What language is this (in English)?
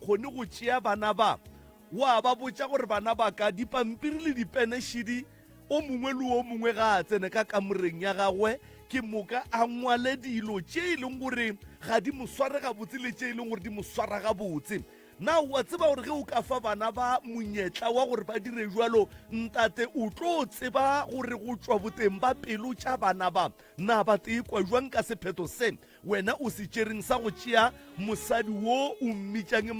Northern Sotho